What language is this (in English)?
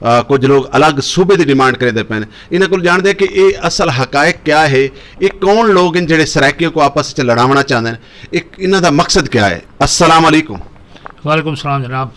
Saraiki